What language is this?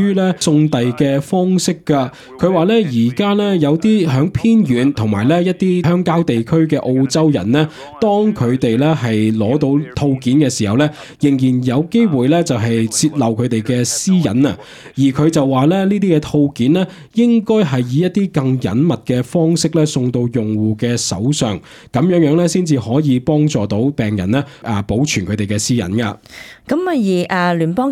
Cantonese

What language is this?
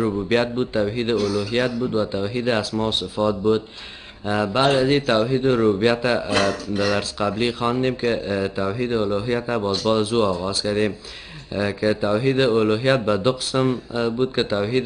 Persian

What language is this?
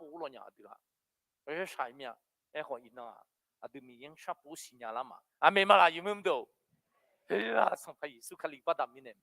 Akha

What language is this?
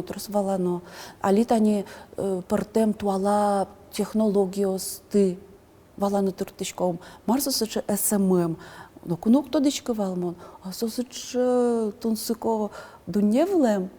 Udmurt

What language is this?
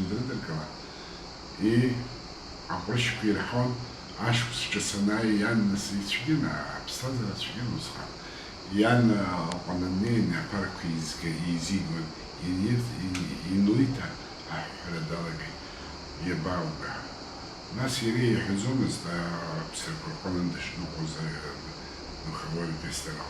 Abkhazian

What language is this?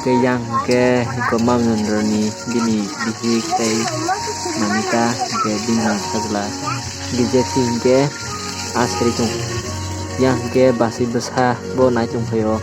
Kok Borok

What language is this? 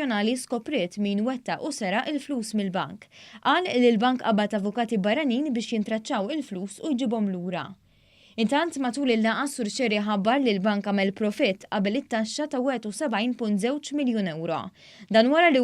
Maltese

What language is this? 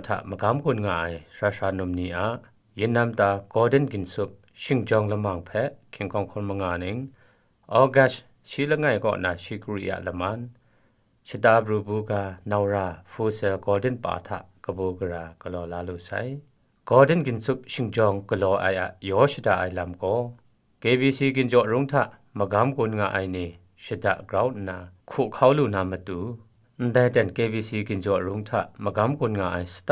Kachin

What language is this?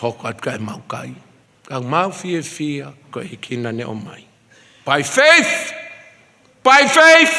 Tongan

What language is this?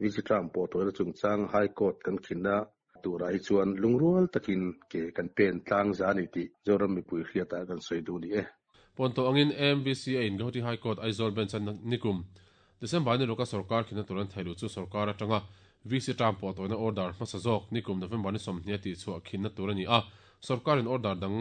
Mizo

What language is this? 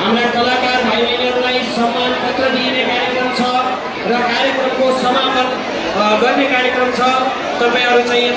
Nepali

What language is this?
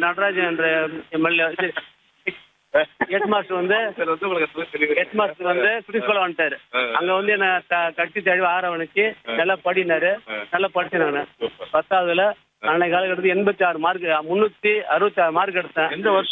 Tamil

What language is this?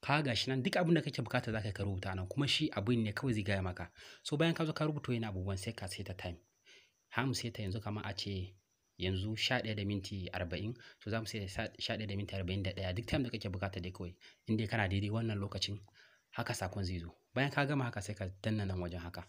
Hausa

